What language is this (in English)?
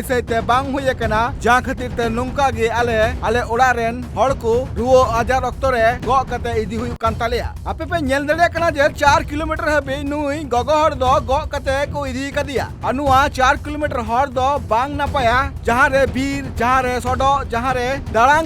Santali